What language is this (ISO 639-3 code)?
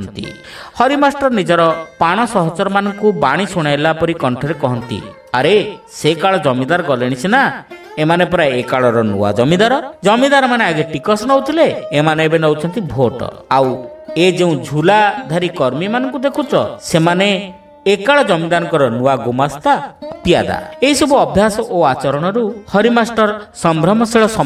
ori